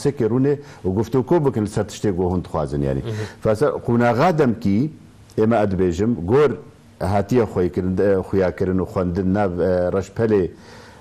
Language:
Kurdish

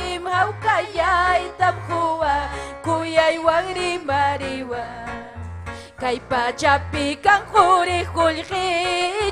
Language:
Ayacucho Quechua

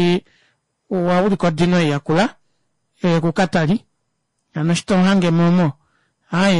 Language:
Kuanyama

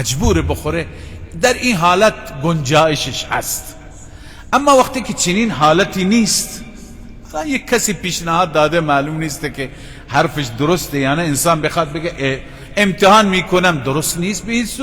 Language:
Persian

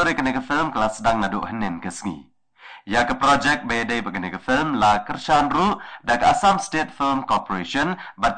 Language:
Khasi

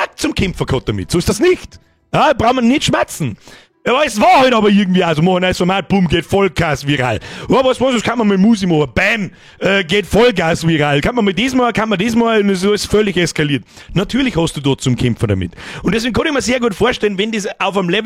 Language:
Bavarian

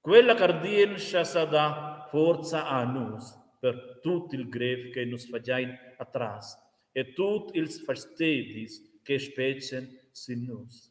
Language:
Romansh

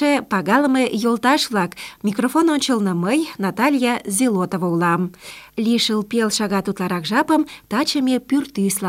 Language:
Mari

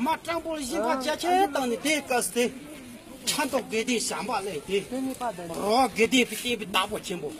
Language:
Tibetan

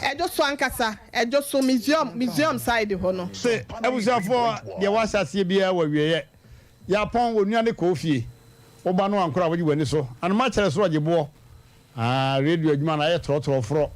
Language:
Akan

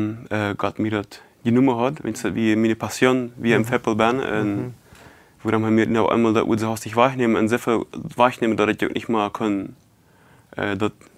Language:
Plautdietsch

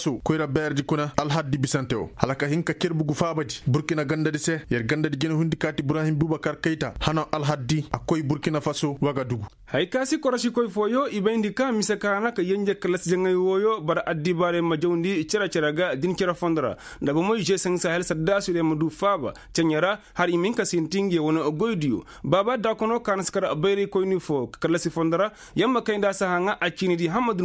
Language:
Koyraboro Senni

